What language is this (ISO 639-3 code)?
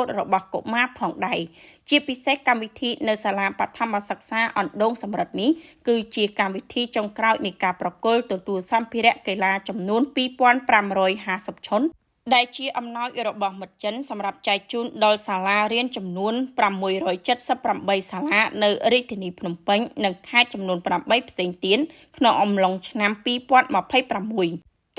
khm